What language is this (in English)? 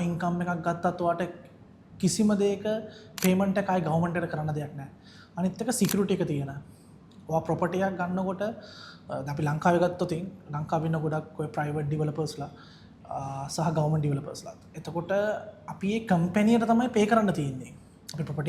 Sinhala